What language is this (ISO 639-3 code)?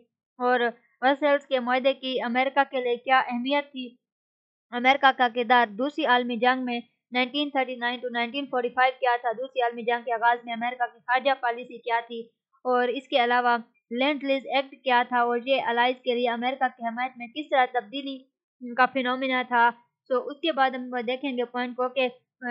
urd